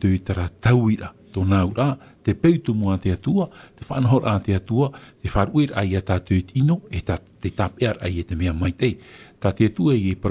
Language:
Tahitian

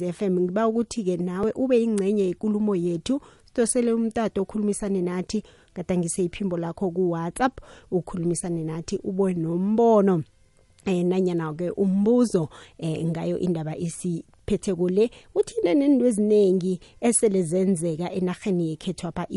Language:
South Ndebele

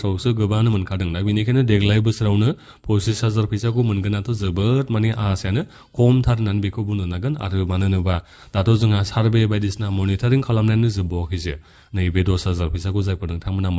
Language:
Bodo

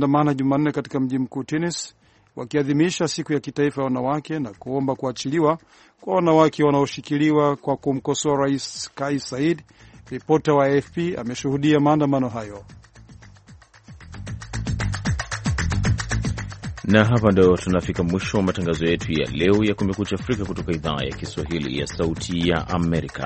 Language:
Swahili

